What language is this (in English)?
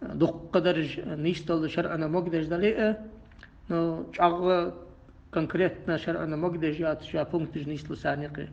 Ingush